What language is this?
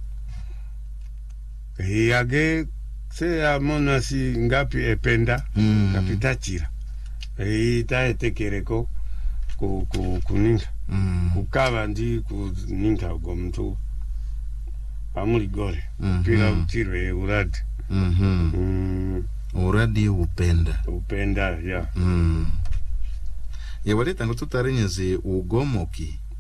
Swahili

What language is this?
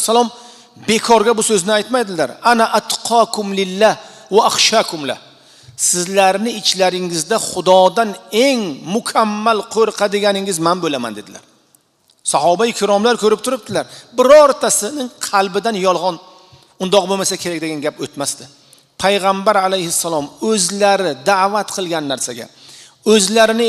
Uzbek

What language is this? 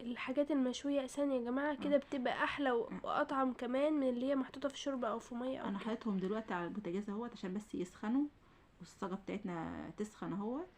Egyptian Arabic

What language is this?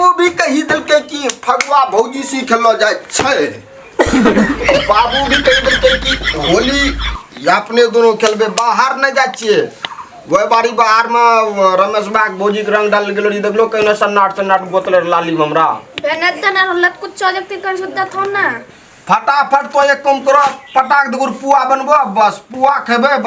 Maithili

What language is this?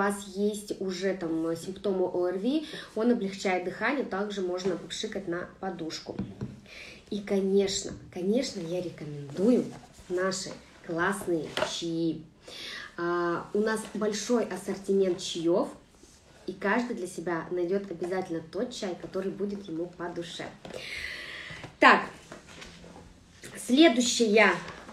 Russian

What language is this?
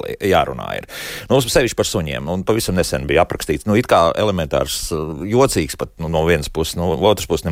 Latvian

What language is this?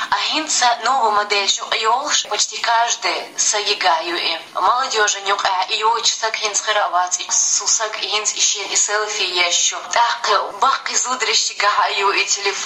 Chechen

